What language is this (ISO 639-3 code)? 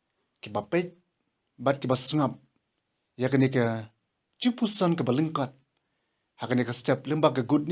kha